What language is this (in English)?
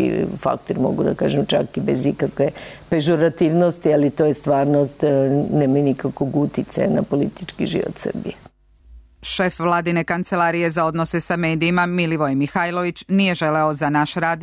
Serbian